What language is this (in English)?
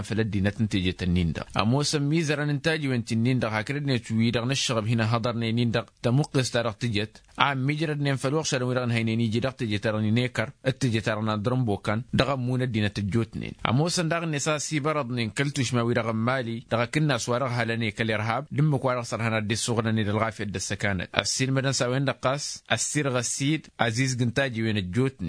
Tamasheq